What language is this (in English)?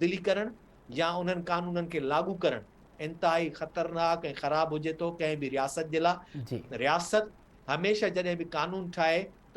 Sindhi